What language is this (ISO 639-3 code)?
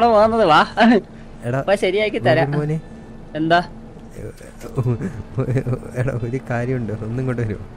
mal